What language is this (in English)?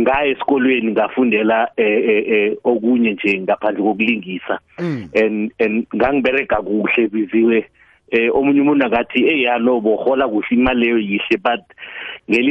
South Ndebele